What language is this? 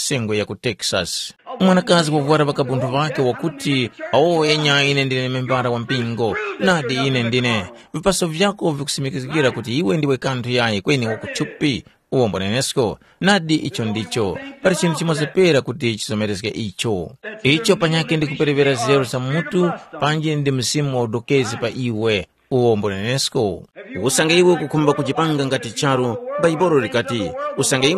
Tumbuka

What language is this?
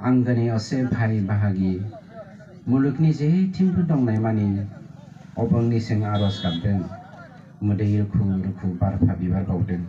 Bodo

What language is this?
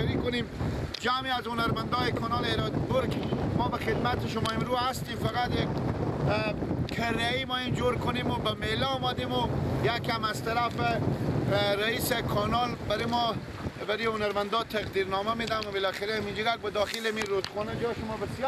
Persian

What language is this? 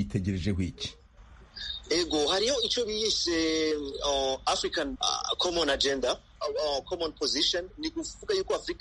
Rundi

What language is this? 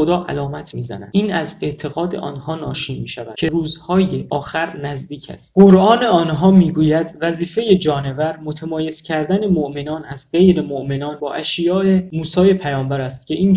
Persian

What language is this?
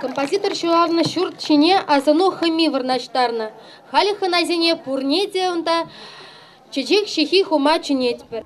Chuvash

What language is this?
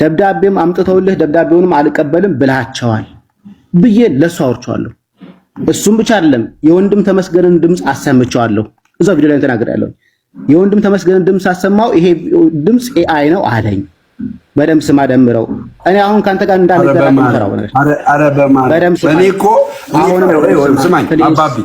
Amharic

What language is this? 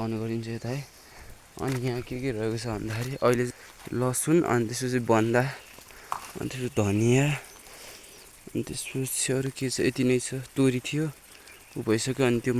Nepali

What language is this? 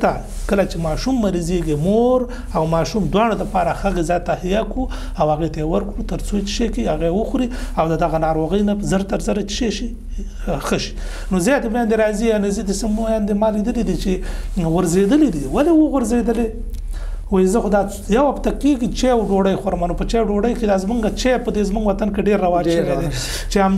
Pashto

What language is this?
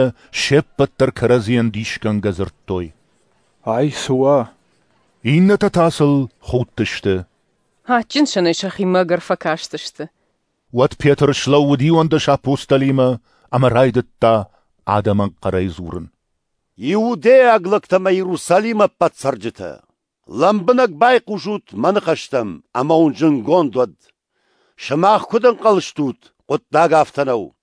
Ossetic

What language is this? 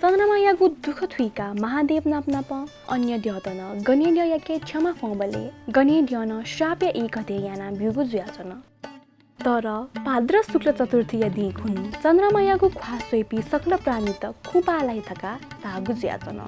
Newari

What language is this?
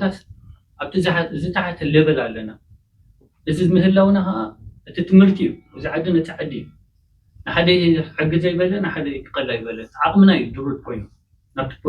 Tigrinya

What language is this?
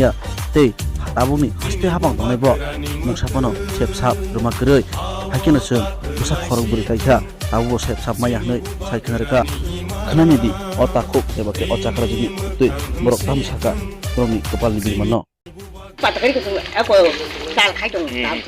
Kok Borok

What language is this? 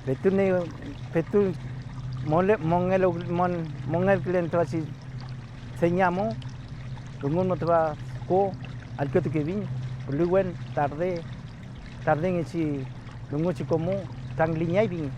Mapuche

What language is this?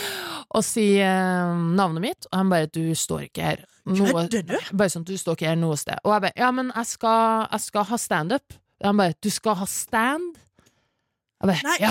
Norwegian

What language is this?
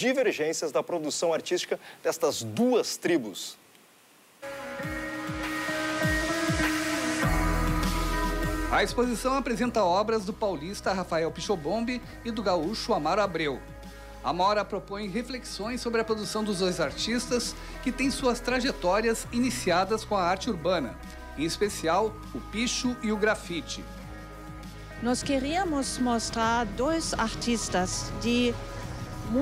Portuguese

